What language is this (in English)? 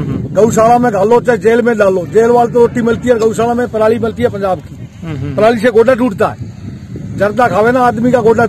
Hindi